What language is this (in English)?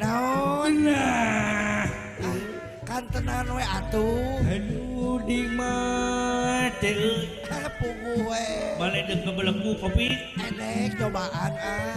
Sundanese